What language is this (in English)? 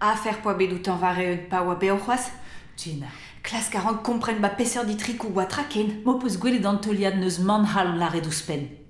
Breton